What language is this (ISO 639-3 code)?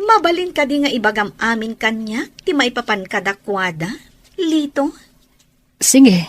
ilo